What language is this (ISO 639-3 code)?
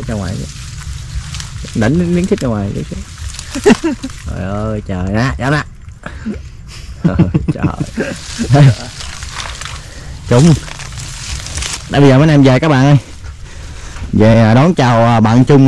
vie